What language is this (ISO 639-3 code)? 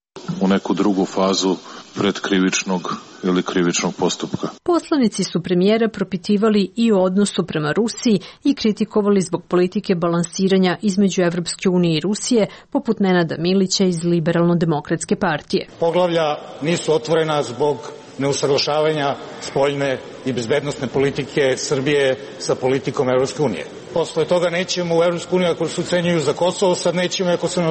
srp